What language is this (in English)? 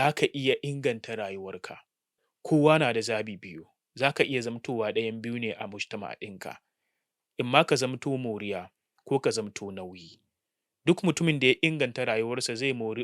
Hausa